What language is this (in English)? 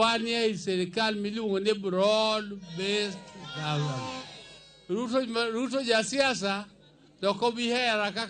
Luo (Kenya and Tanzania)